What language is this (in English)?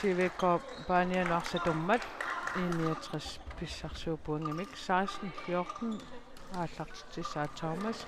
Kalaallisut